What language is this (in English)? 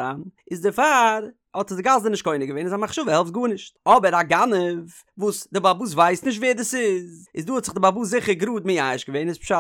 Yiddish